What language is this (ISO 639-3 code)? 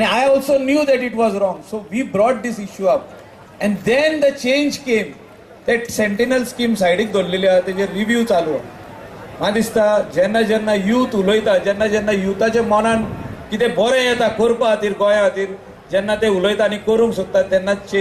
kok